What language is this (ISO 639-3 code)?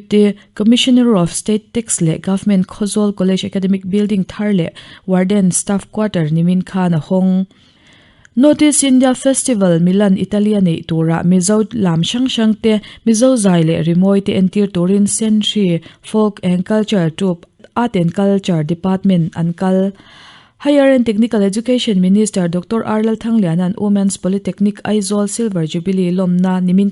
lus